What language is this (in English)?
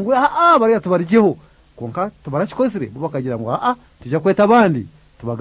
Kinyarwanda